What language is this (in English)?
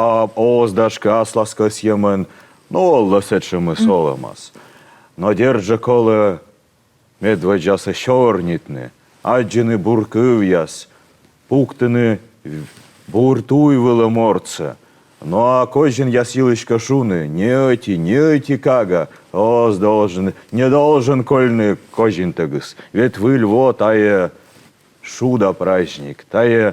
Komi